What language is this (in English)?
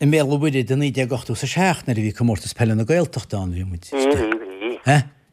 Irish